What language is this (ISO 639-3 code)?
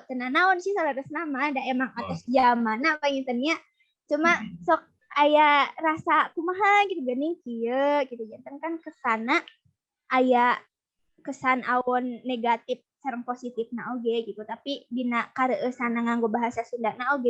sun